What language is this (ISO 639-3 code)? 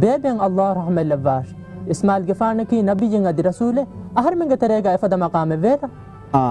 div